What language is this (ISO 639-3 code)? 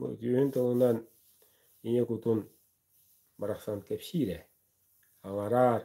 sah